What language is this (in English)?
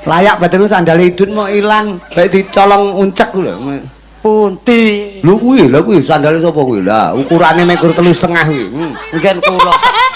Javanese